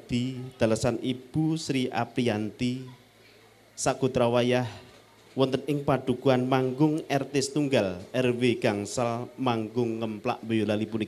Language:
Javanese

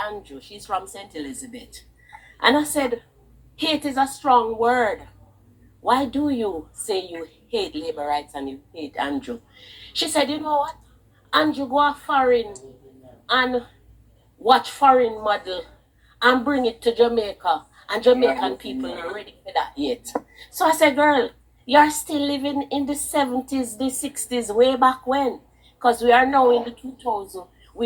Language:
Jamaican Creole English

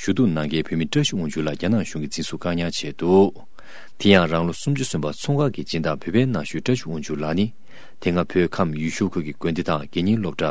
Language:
Tibetan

